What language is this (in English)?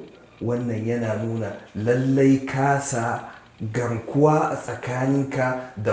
Hausa